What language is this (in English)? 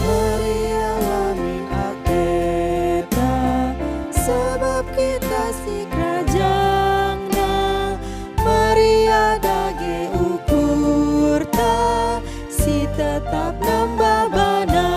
Batak Karo